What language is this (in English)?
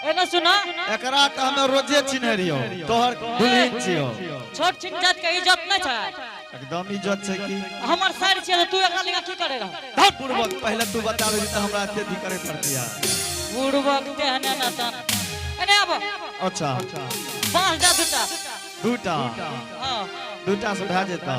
Angika